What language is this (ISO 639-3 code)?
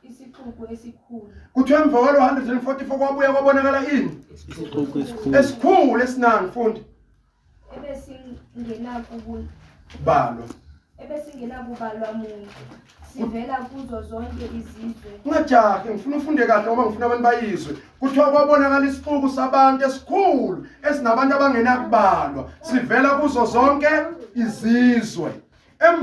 zul